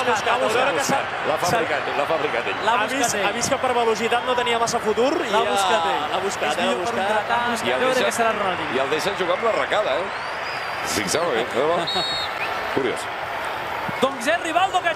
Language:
Catalan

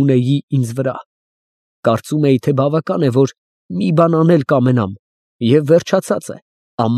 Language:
Armenian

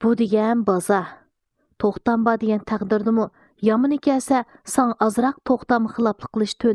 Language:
Uyghur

